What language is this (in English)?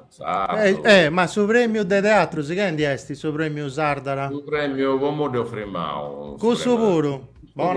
Sardinian